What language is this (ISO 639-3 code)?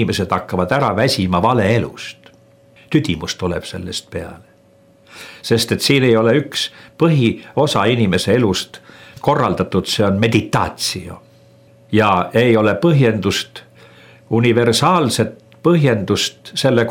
est